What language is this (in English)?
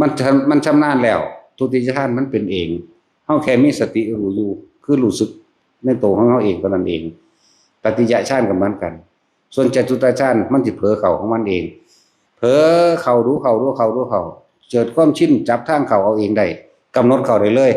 Northeastern Thai